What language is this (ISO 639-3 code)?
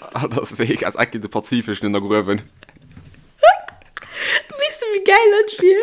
ltz